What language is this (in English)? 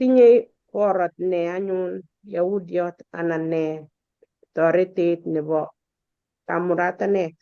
Kalenjin